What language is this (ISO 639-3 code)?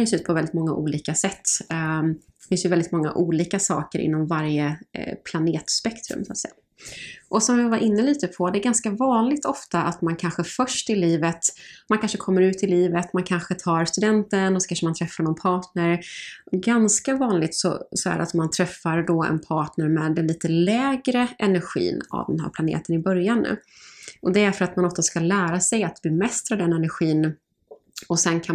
swe